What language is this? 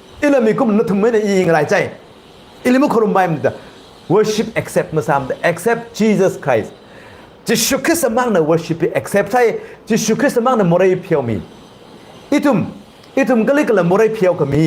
Tangkhul Naga (India)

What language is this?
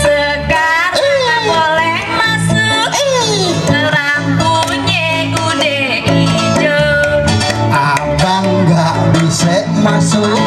Betawi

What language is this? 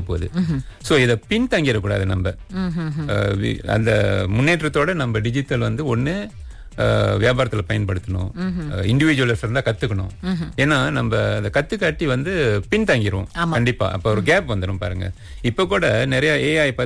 Tamil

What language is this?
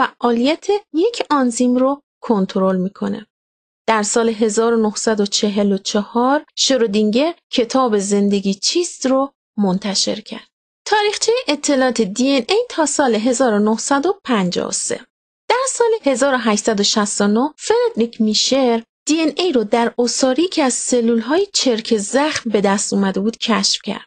Persian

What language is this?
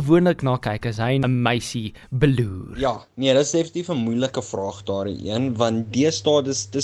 Afrikaans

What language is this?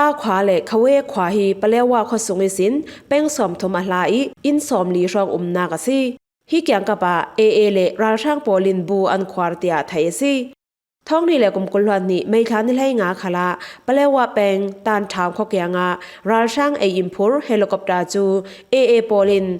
Falam Chin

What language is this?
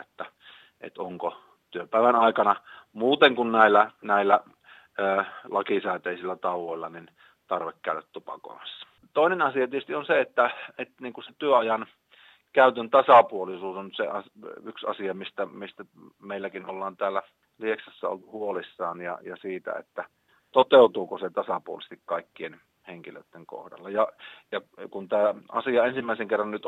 Finnish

